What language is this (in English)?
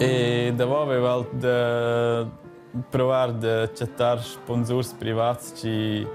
Romansh